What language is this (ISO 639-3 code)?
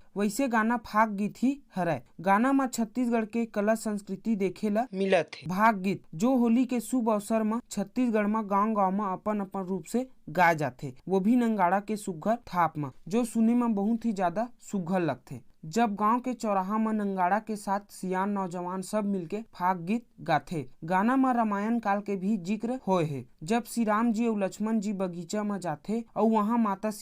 hne